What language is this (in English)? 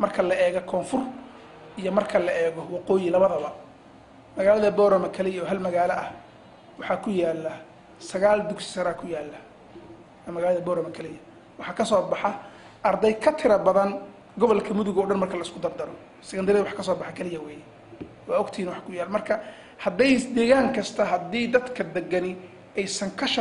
Somali